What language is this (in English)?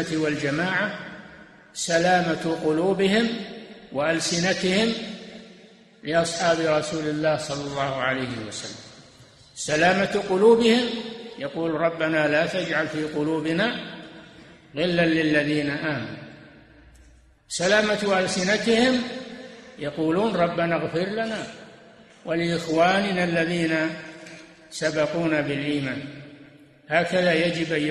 Arabic